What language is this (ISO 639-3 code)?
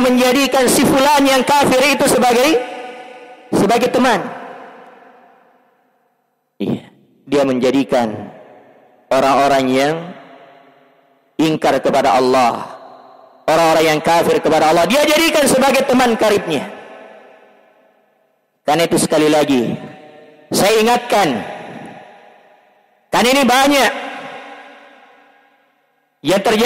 ind